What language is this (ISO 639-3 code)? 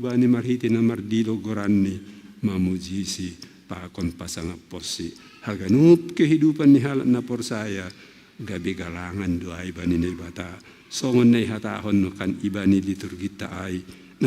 bts